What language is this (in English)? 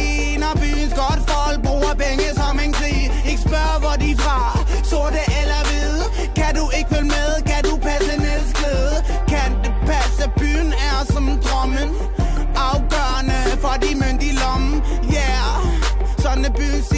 Danish